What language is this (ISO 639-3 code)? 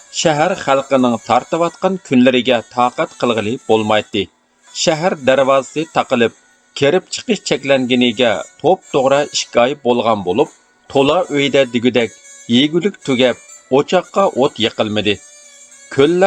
uig